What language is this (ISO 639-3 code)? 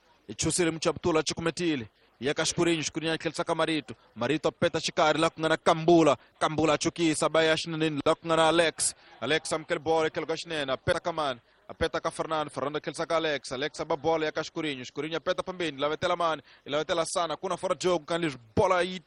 tso